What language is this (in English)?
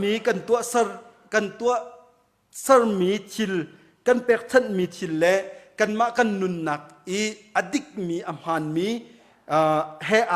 Hakha Chin